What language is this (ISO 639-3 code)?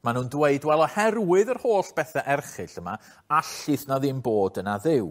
cym